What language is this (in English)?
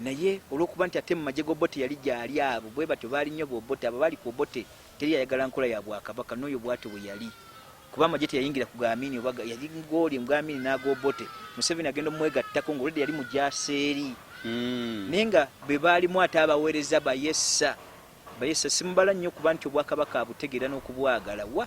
Ganda